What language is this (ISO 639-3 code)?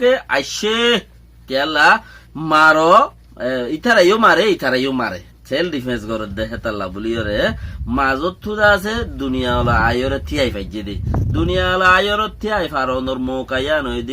rhg